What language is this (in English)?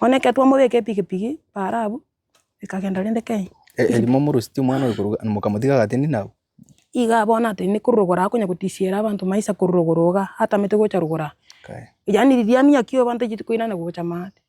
Gusii